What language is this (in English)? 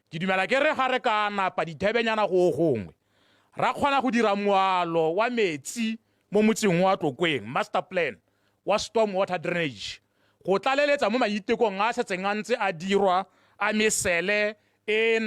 Tswana